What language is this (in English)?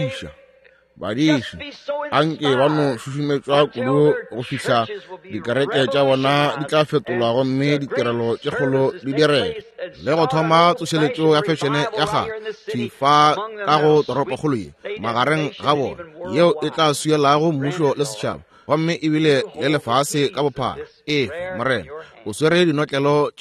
Northern Sotho